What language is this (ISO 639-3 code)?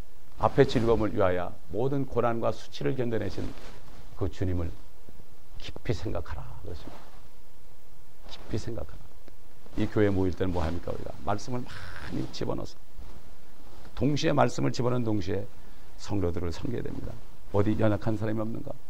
kor